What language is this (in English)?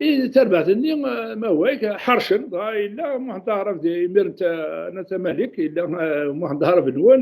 Kabyle